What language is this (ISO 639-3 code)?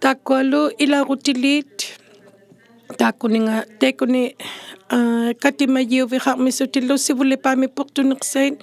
iku